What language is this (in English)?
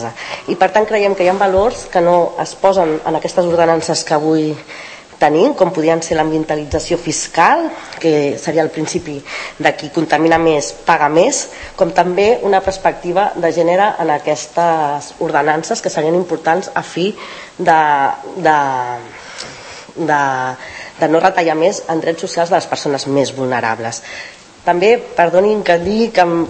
Catalan